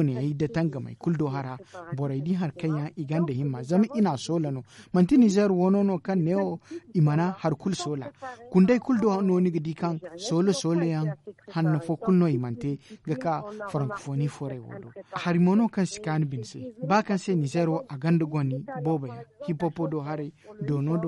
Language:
Zarma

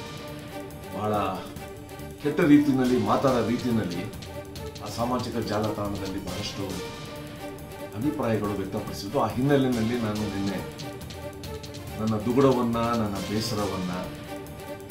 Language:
Kannada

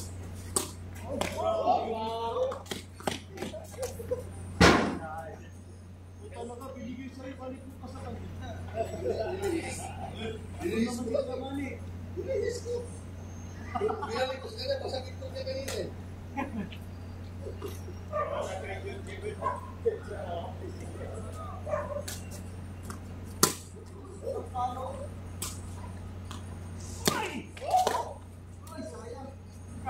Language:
Filipino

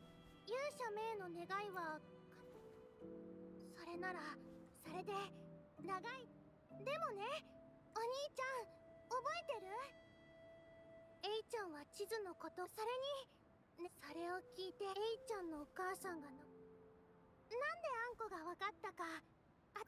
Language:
Japanese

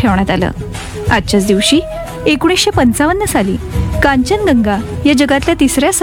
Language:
Marathi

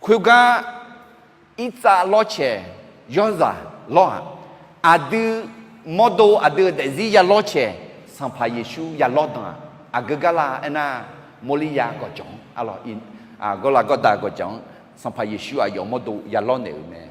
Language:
Akha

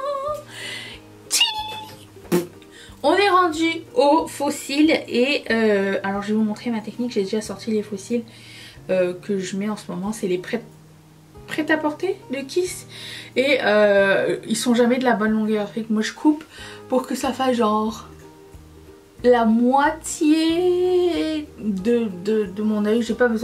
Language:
French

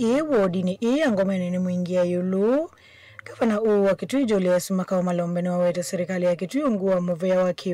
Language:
Kamba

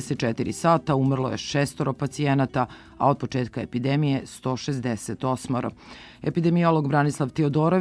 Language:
Serbian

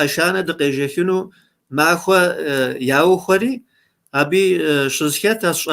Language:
Kabardian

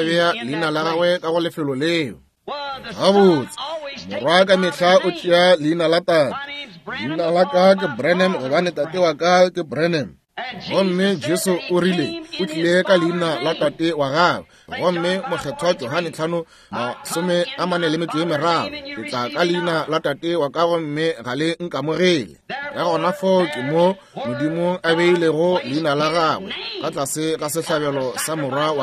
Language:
Northern Sotho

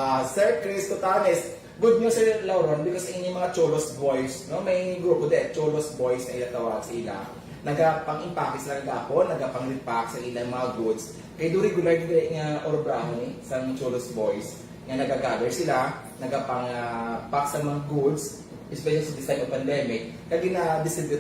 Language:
Hiligaynon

